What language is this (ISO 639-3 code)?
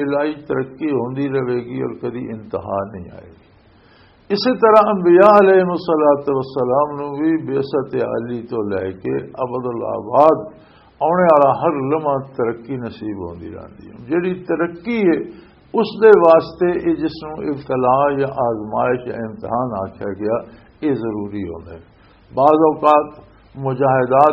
lah